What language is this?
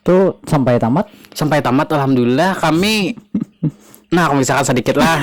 Banjar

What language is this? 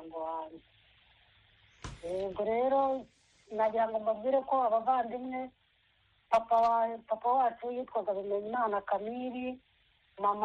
Kinyarwanda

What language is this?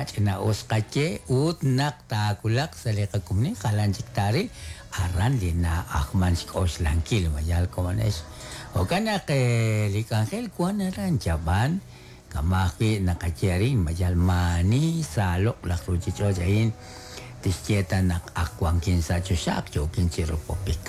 Kekchí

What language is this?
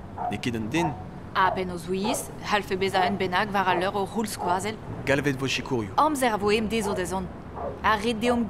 Breton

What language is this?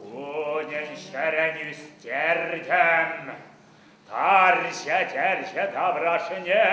Chuvash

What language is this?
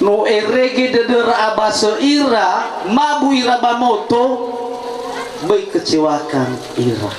Nias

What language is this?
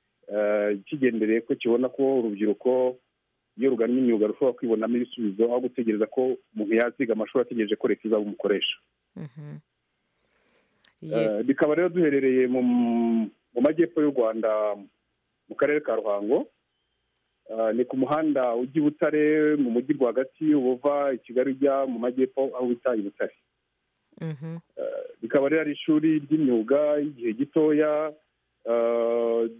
Kinyarwanda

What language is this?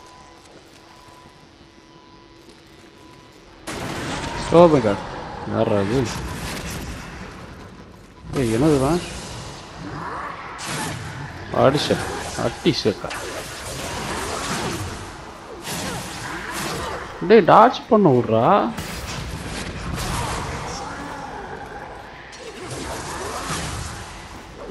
Tamil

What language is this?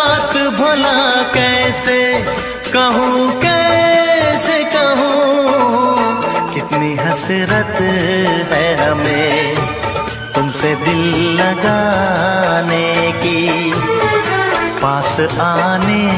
Hindi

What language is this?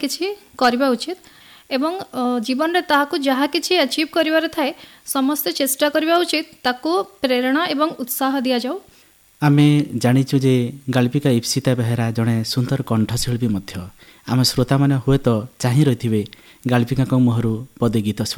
Odia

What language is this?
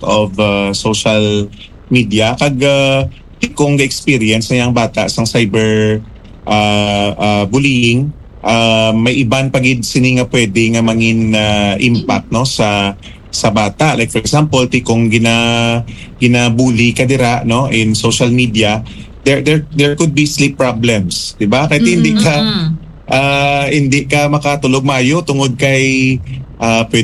Hiligaynon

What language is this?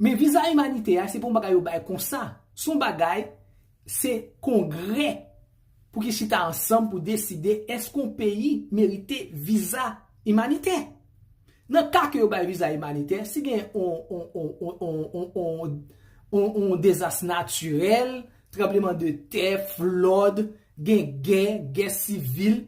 Haitian Creole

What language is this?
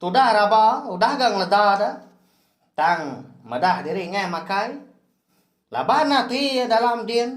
Iban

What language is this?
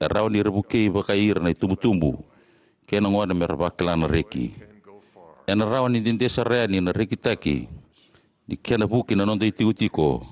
Fijian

